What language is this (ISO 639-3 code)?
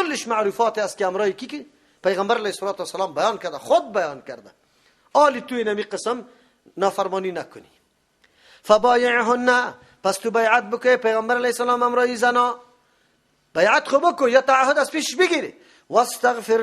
fas